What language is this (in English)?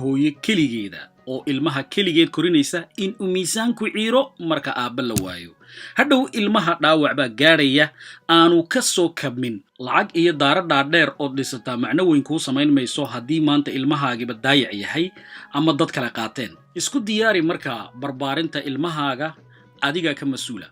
Somali